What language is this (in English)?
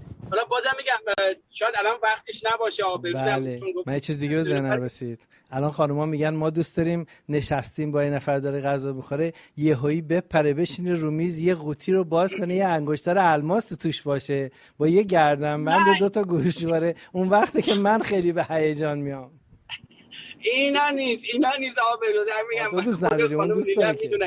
Persian